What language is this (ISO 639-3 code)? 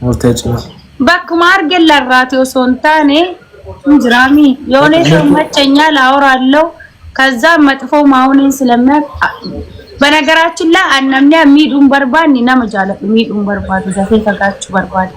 orm